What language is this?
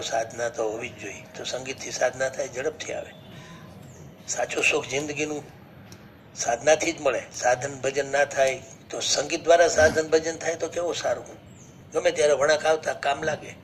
Gujarati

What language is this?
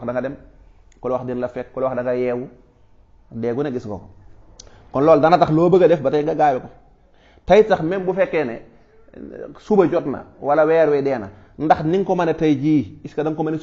Wolof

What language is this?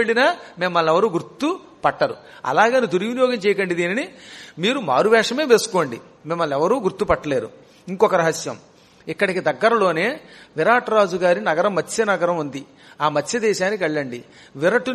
Telugu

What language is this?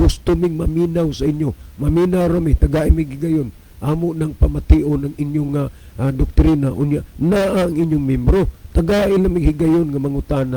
Cebuano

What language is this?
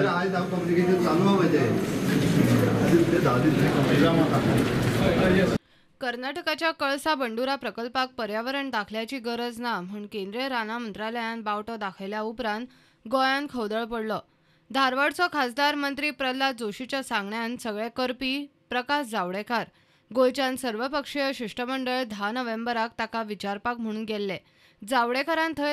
Konkani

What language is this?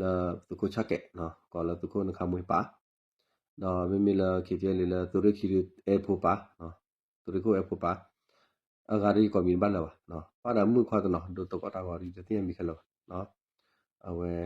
S'gaw Karen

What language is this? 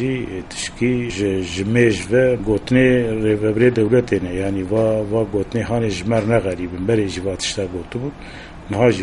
Kurdish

